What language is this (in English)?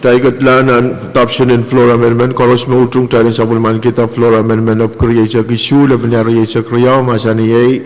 Pohnpeian